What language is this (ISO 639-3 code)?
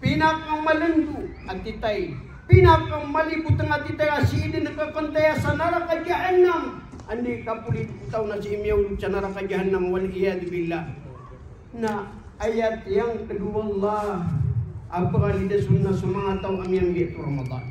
mrw